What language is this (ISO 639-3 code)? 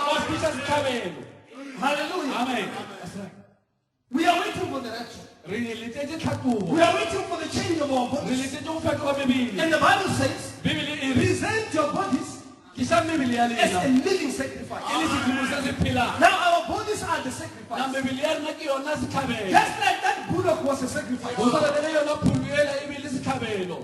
nso